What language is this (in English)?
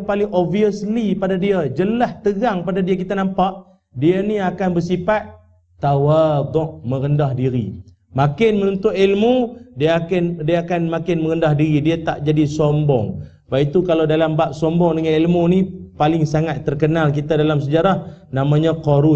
Malay